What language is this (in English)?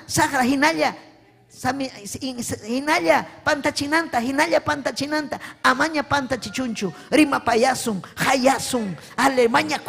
Ayacucho Quechua